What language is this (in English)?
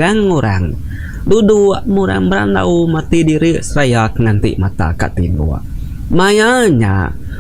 Iban